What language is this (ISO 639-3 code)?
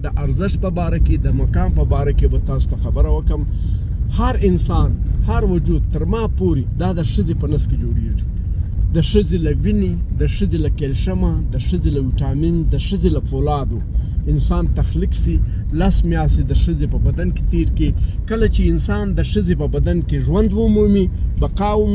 pus